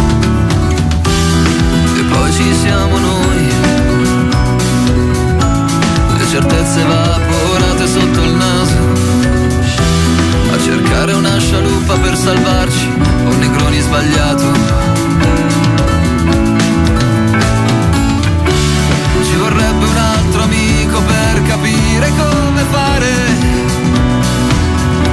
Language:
Italian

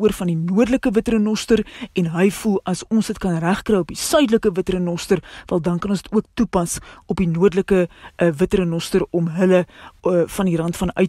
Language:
Afrikaans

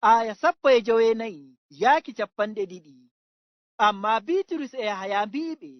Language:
Fula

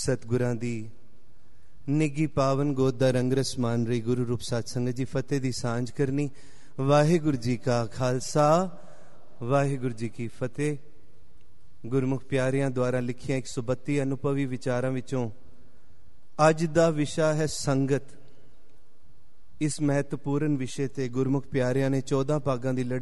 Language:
Punjabi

